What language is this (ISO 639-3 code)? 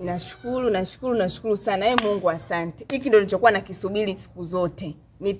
swa